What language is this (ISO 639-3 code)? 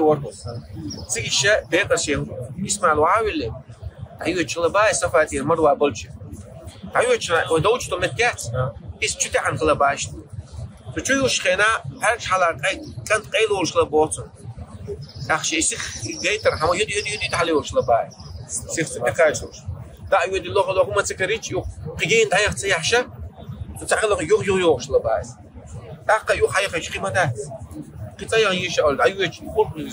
che